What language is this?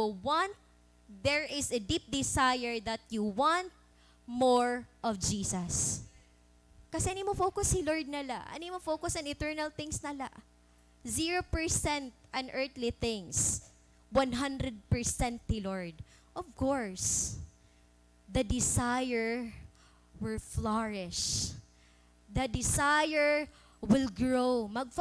Waray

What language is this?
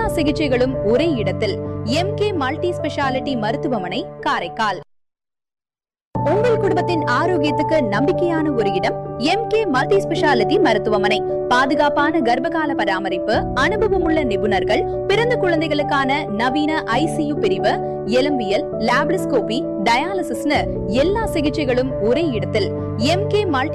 Tamil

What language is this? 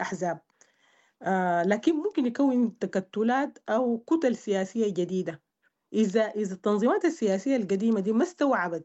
Sudanese Arabic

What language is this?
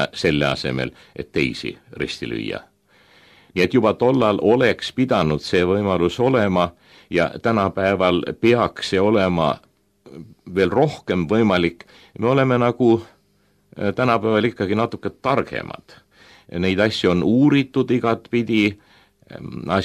Estonian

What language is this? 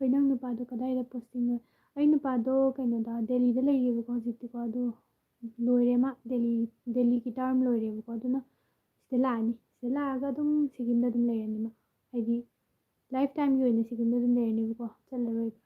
Manipuri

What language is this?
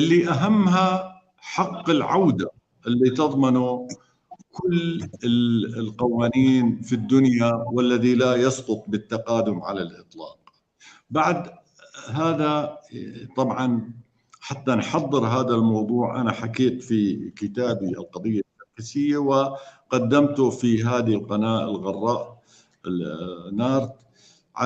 North Levantine Arabic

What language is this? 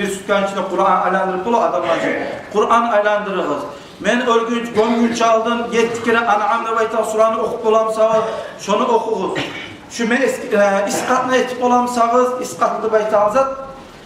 Kumyk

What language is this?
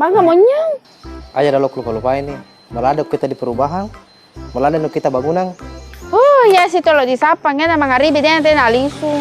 Buginese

